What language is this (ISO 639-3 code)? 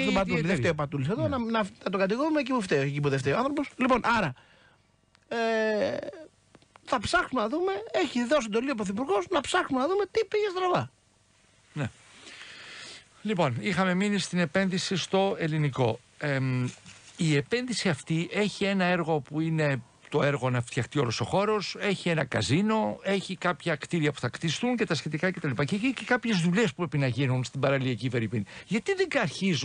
ell